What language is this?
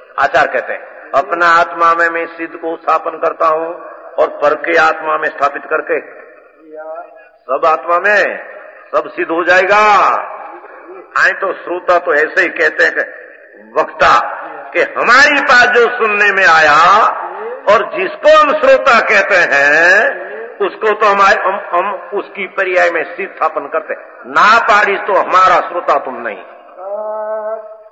Hindi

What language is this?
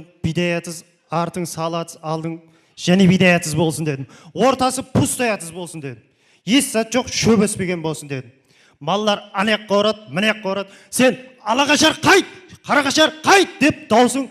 Kara-Kalpak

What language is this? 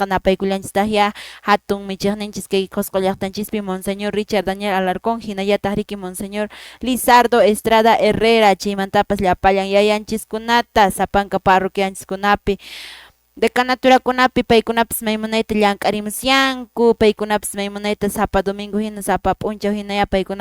Quechua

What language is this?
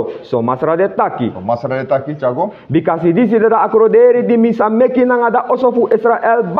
Sranan Tongo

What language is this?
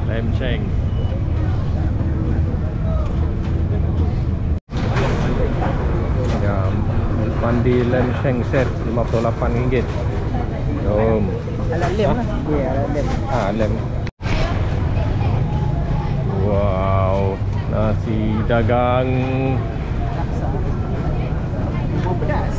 Malay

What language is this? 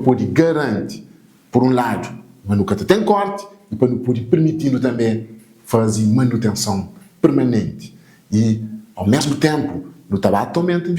Kabuverdianu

